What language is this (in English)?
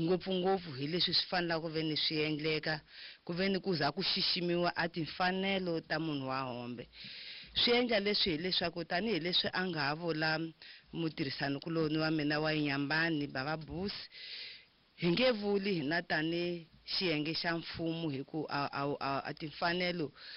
Tsonga